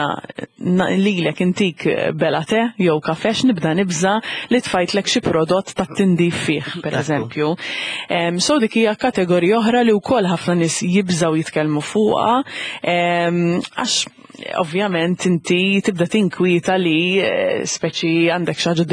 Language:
Maltese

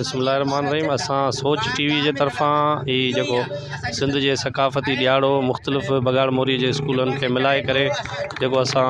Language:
Sindhi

